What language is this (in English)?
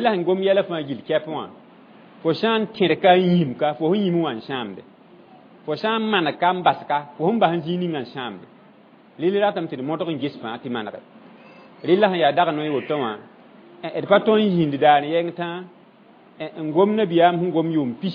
Mossi